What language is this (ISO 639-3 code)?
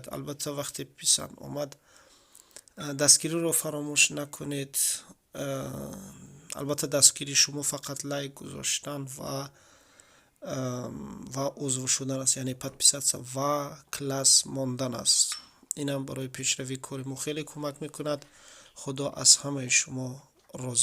tgk